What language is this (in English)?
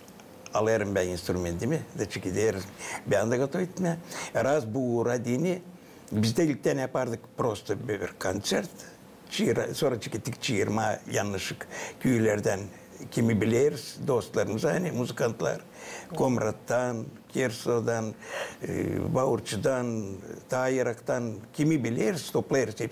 Gagauz